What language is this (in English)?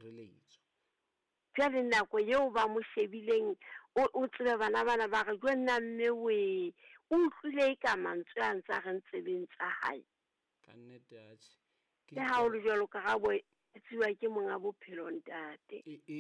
Southern Sotho